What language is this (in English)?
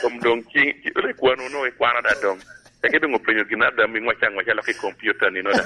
Lango (Uganda)